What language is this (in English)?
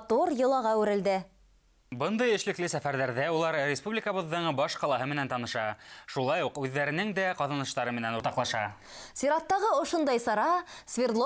Bashkir